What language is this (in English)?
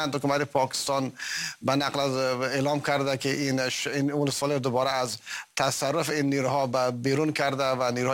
Persian